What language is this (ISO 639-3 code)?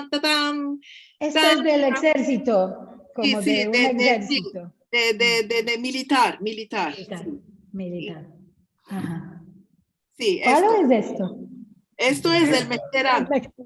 lad